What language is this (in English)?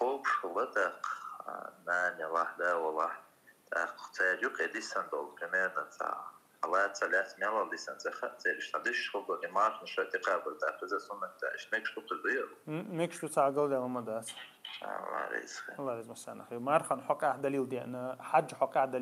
Chechen